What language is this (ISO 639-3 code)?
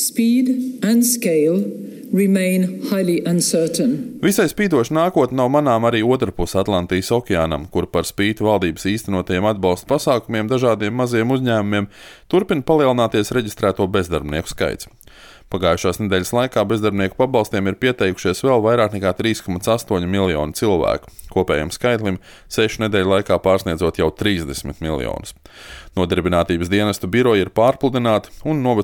lav